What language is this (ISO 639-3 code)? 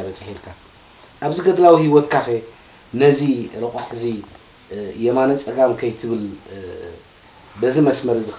tir